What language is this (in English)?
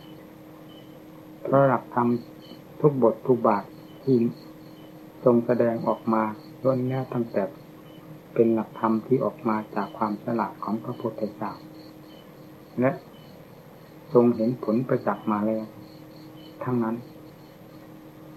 Thai